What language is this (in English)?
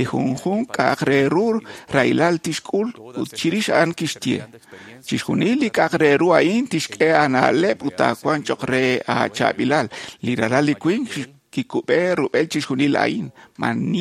Kekchí